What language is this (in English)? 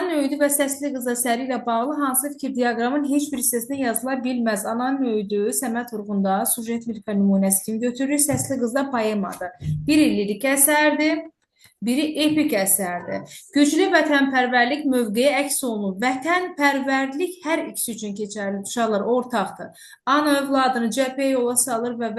Azerbaijani